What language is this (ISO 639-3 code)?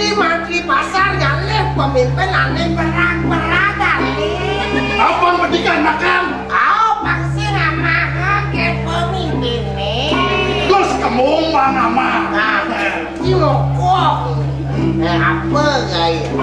ban